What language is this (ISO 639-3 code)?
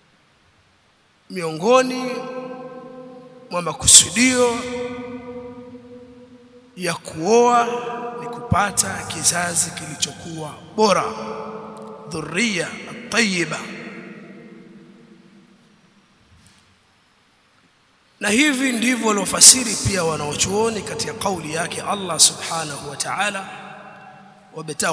swa